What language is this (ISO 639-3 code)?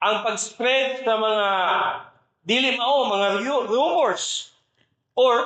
ceb